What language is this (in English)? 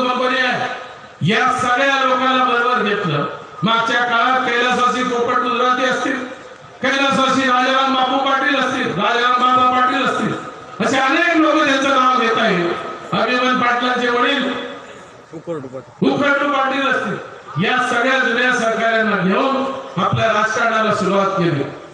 Marathi